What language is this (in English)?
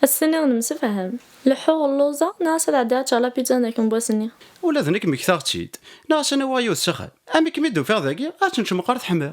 Kabyle